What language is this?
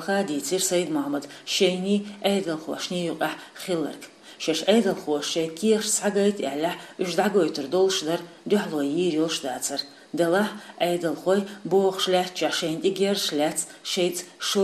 Chechen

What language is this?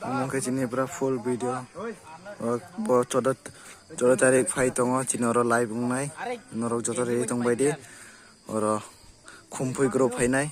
Kok Borok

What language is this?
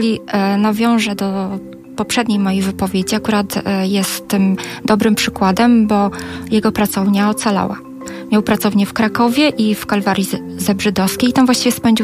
Polish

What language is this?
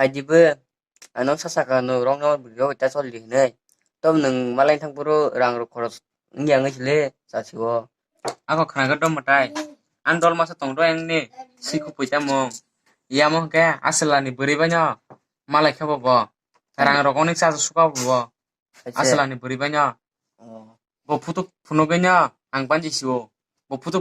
Kok Borok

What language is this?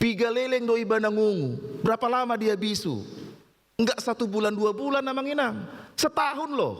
Batak Toba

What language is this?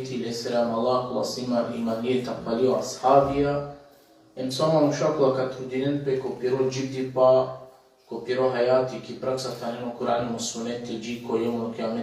Balkan Romani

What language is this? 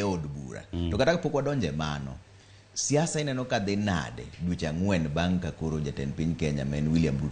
Luo (Kenya and Tanzania)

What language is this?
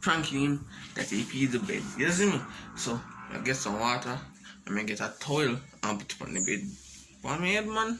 Jamaican Creole English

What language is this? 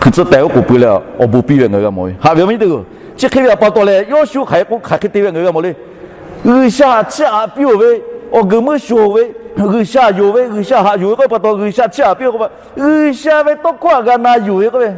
Lahu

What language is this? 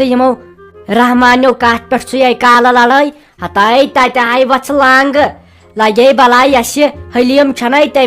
Kashmiri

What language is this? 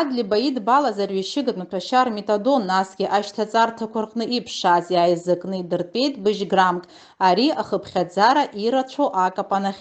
Abkhazian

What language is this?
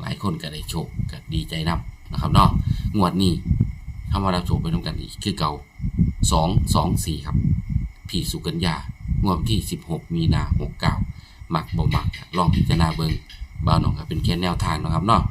Northeastern Thai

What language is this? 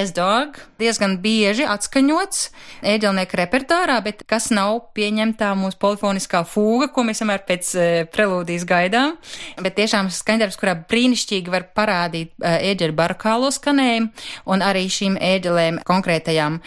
Latvian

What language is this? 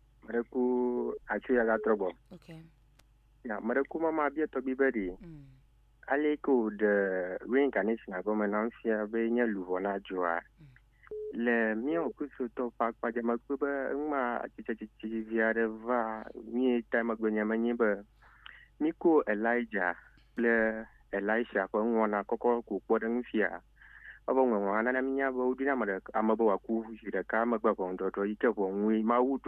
Ewe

